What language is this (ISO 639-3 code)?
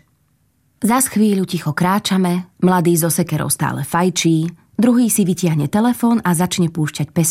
slk